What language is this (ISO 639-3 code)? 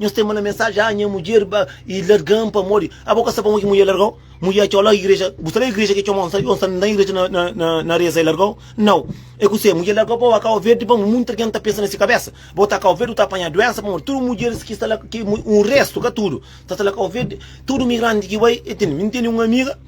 kea